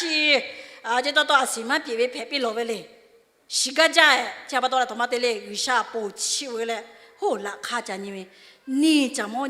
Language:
Lahu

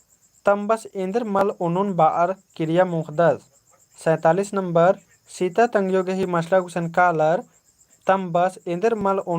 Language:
Kurukh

